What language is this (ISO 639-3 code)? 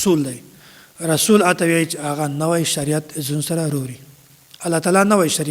pus